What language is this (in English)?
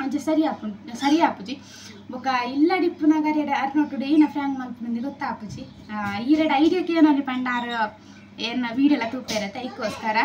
Tulu